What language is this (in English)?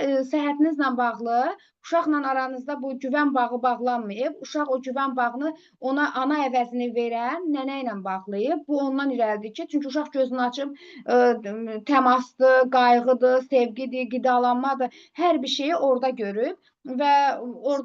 Azerbaijani